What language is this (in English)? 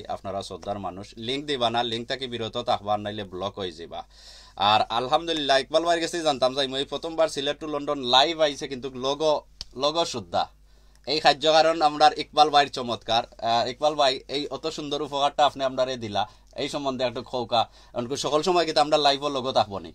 Sylheti